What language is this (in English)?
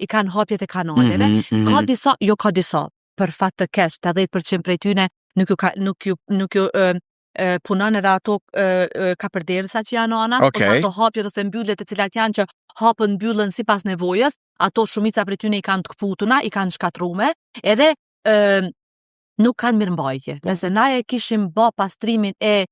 Albanian